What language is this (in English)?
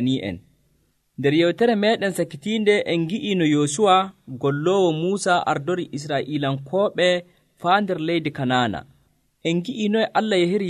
Nigerian Fulfulde